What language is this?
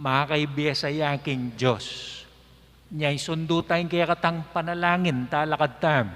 Pampanga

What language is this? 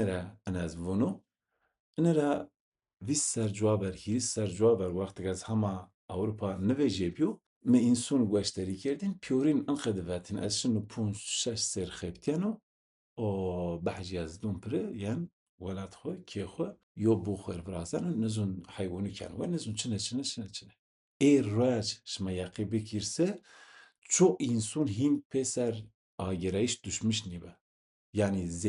Zaza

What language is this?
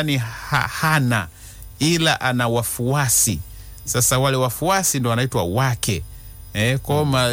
Swahili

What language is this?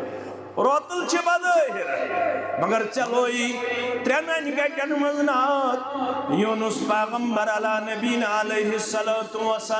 Kashmiri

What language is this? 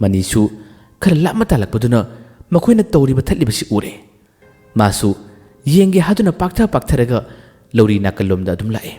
Manipuri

